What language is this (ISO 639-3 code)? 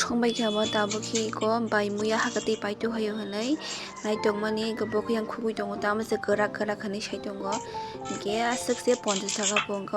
trp